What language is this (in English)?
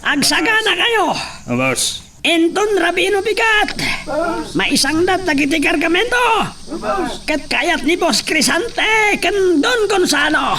Iloko